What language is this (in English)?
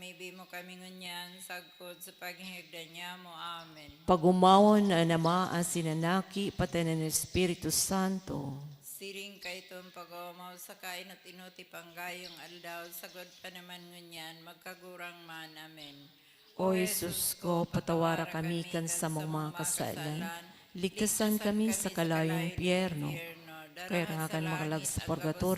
Bikol